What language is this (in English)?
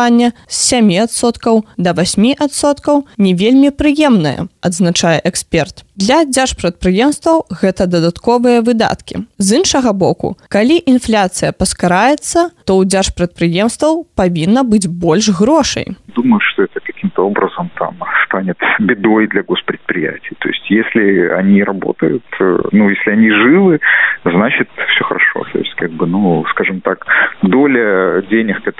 Belarusian